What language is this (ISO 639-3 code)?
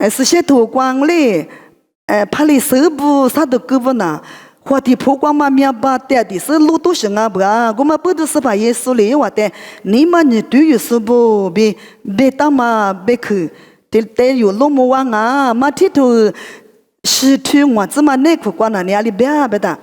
lis